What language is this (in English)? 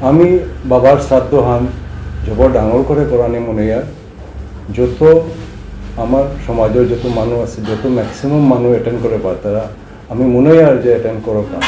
Bishnupriya